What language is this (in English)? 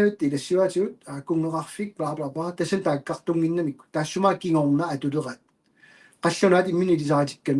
Kalaallisut